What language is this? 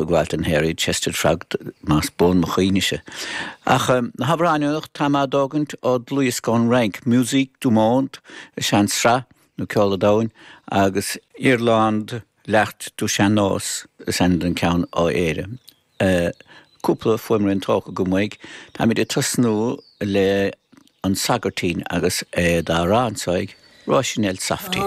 Irish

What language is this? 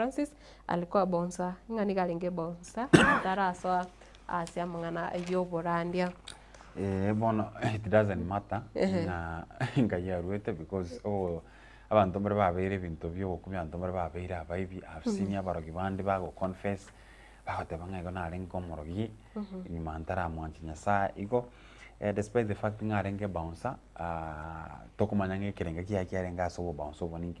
Gusii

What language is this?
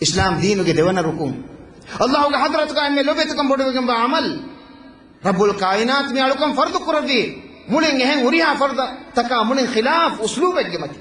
Divehi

